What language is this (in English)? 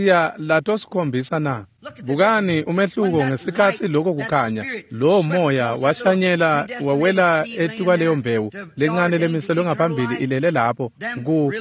Swati